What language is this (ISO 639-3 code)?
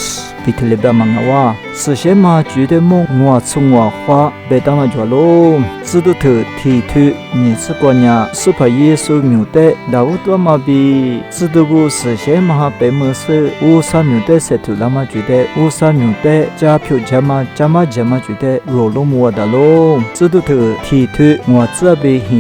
lis